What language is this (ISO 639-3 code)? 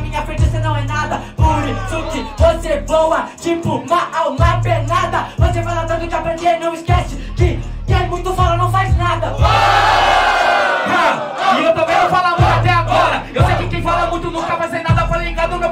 por